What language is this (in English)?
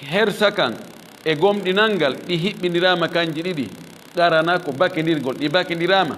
Fula